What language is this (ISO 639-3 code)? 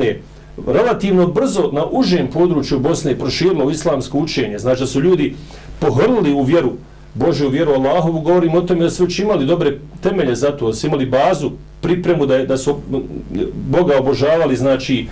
bos